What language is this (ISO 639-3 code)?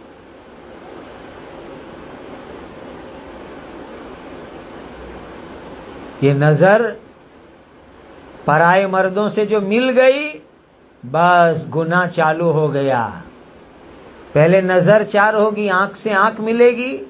urd